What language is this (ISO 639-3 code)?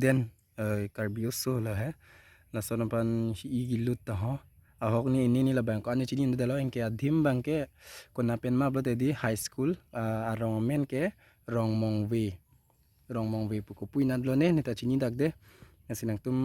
mjw